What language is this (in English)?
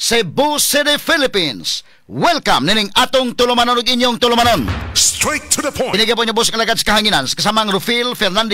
Cebuano